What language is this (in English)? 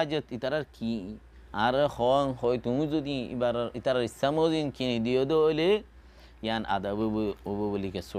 Rohingya